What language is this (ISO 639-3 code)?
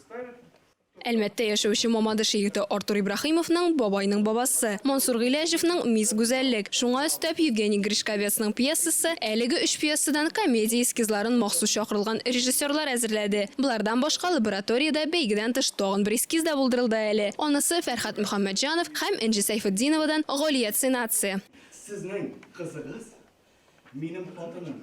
tat